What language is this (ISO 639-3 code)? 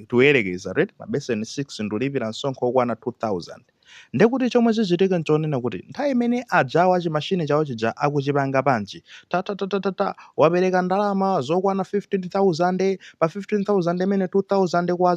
nya